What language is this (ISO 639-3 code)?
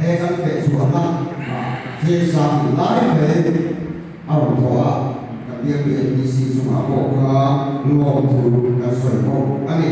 lus